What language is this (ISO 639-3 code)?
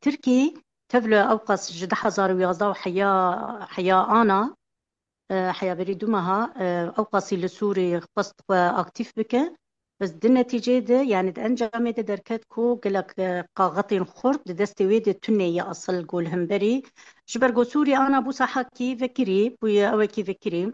kur